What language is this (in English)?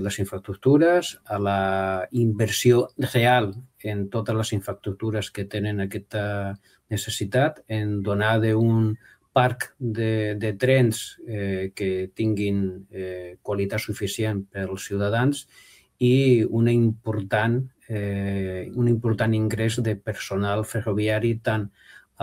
Catalan